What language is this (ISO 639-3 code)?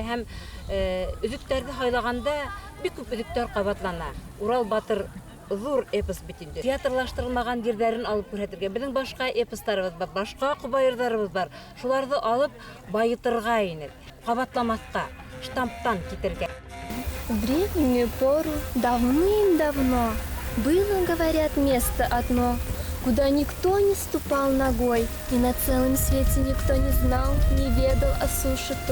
bak